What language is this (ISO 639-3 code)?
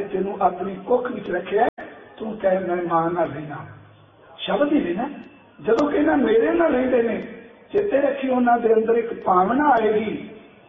pan